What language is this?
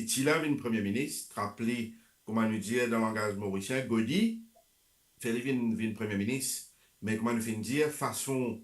Morisyen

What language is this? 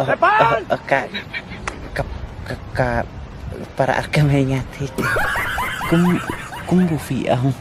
Khasi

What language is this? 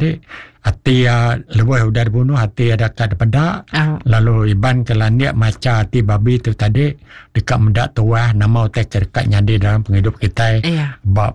Iban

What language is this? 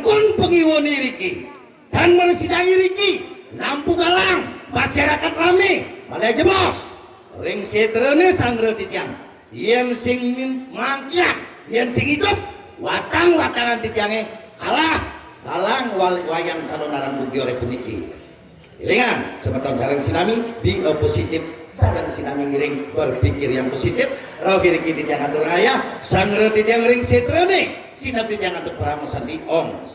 Balinese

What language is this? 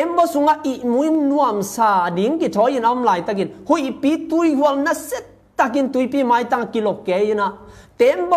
Tedim Chin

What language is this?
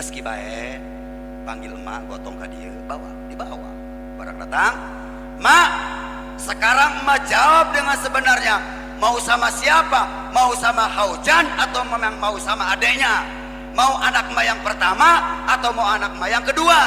Sundanese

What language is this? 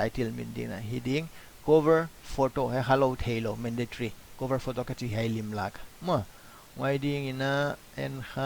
Paite Chin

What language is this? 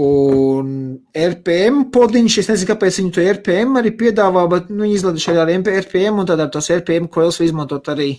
Latvian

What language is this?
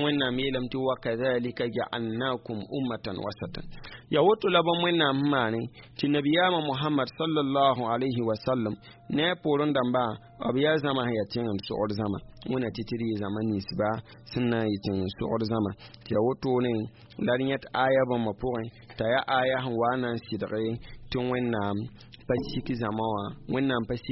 Mossi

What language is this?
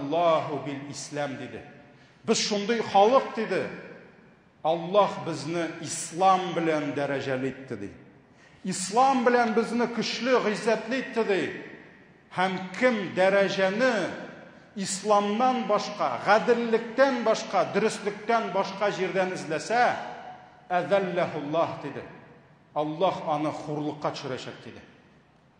Tatar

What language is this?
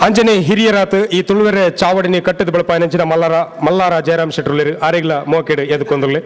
Tulu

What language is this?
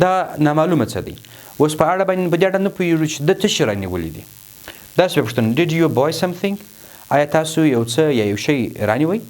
Pashto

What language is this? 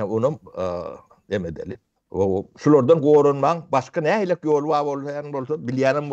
Turkmen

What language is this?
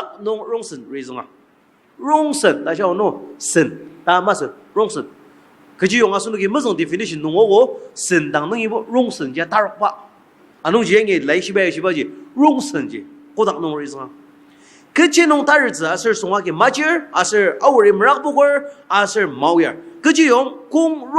Ao Naga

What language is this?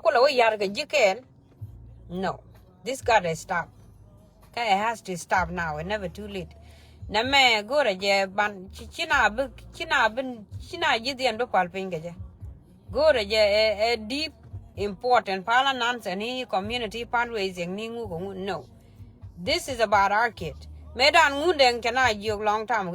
Nuer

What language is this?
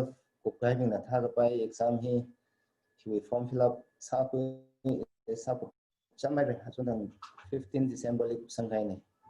Tangkhul Naga (India)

